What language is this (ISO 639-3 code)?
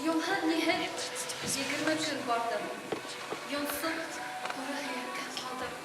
bak